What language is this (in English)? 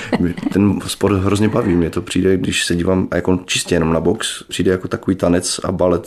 Czech